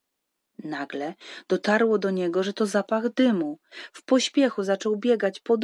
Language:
Polish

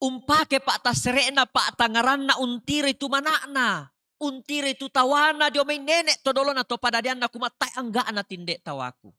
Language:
Toraja-Sa'dan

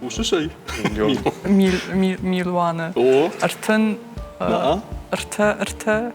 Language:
Ossetic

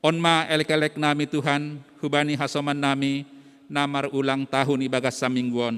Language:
Batak Simalungun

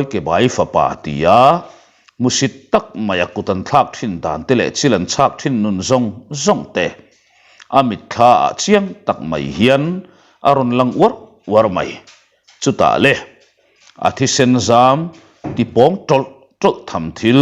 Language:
Mizo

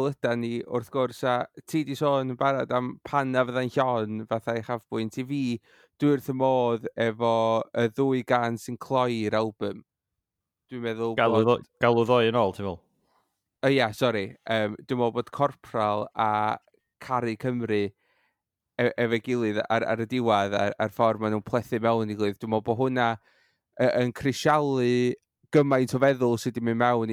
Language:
Welsh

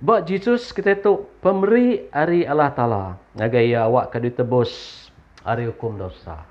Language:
Iban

